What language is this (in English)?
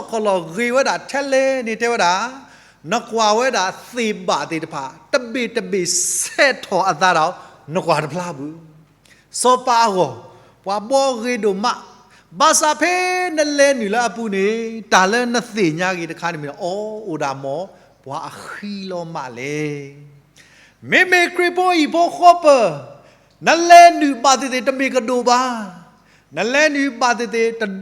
S'gaw Karen